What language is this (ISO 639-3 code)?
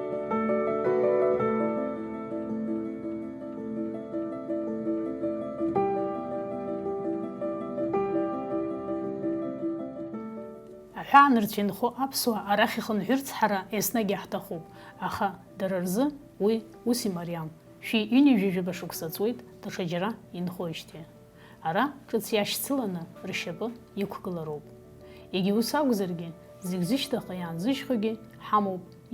abk